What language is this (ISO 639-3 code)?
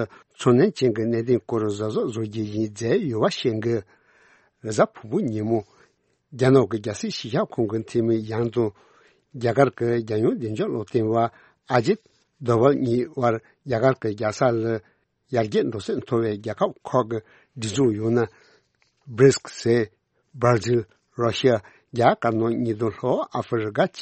bod